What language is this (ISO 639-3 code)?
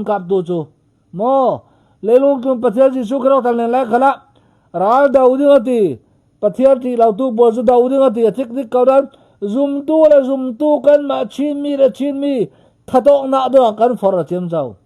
cfm